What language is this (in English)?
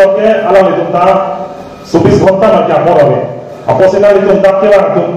Karbi